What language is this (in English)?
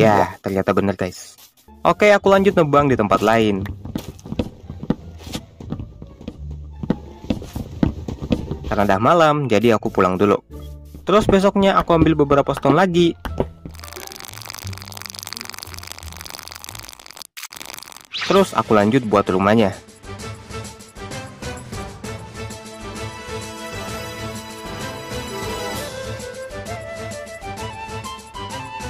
Indonesian